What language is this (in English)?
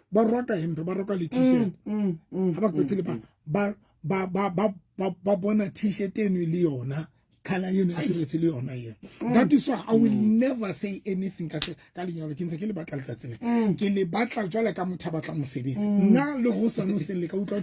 Southern Sotho